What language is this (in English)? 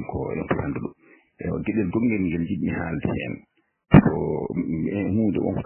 Fula